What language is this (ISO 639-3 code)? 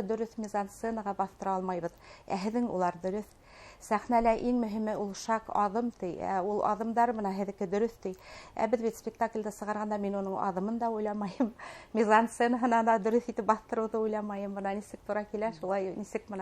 bak